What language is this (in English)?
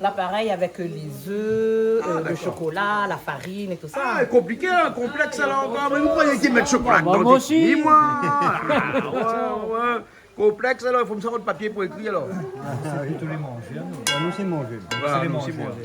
Réunion Creole French